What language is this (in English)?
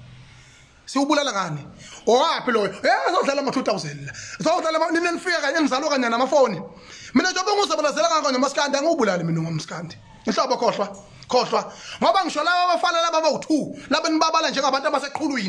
Zulu